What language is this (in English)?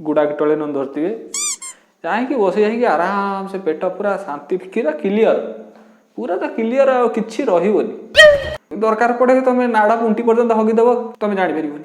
Odia